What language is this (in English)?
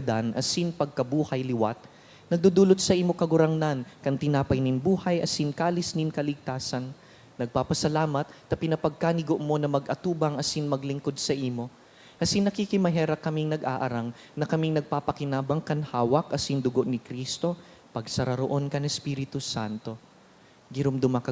Bikol